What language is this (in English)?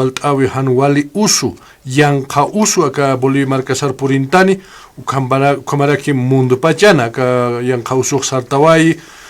Aymara